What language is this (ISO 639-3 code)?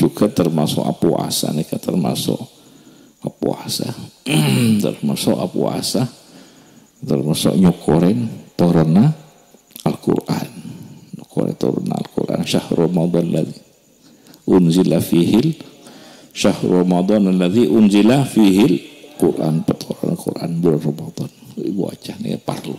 mad